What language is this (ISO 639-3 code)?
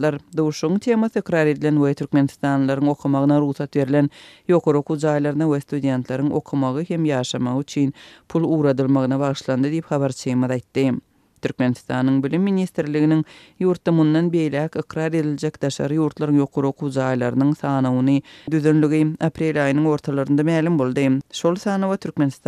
tuk